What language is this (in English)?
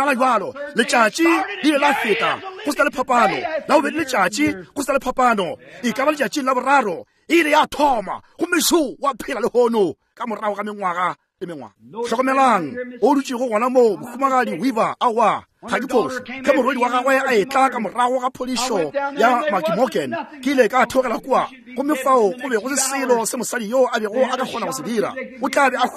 Northern Sotho